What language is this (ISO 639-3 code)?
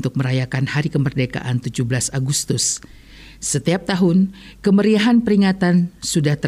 ind